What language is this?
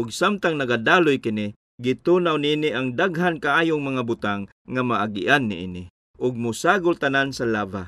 Cebuano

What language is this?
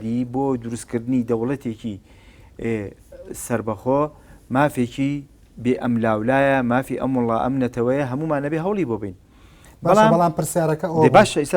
Central Kurdish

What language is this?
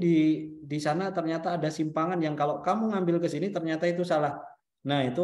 Indonesian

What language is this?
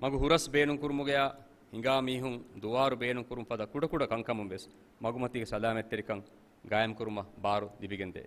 Divehi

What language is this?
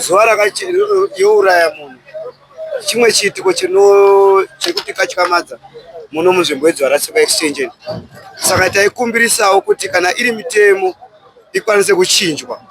Shona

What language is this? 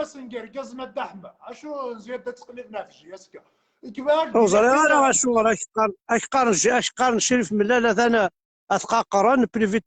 Kabyle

